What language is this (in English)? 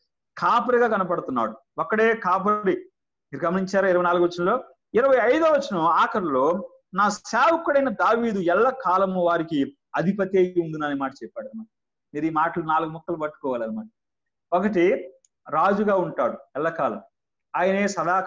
Telugu